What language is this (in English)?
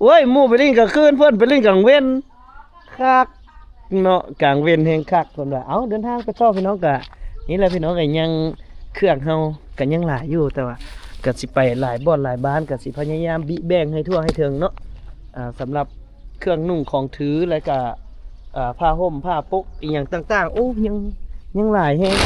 Lao